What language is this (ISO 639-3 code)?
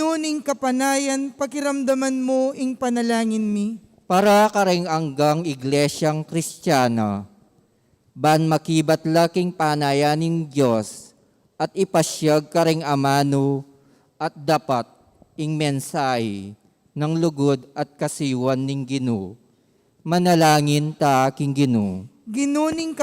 pam